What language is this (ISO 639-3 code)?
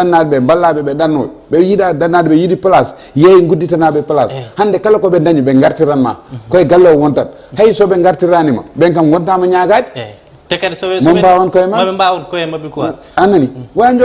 ful